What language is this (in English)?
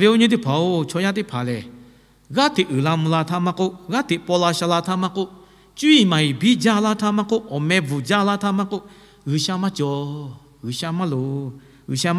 Lahu